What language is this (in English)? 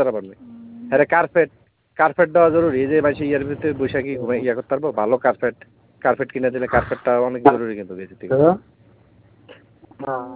Bangla